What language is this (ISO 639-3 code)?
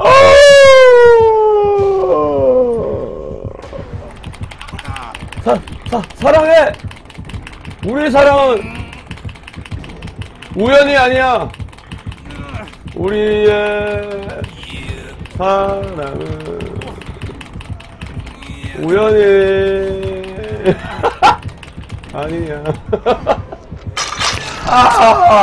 kor